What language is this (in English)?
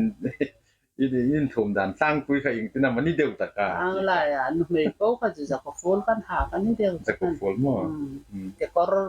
Hmar